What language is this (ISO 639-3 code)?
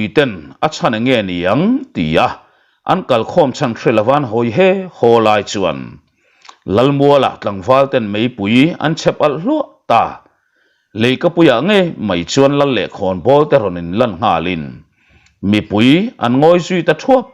lus